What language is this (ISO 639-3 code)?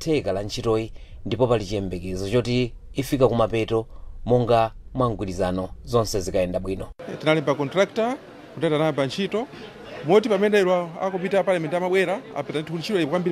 nya